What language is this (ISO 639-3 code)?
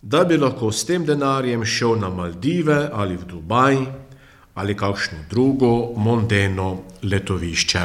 slv